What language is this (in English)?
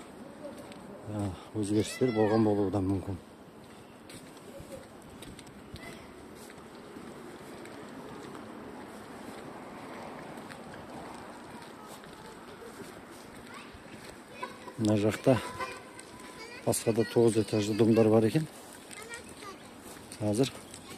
Kazakh